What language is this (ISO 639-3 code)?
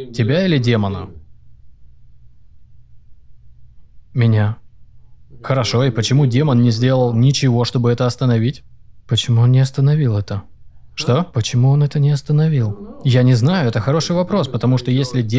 rus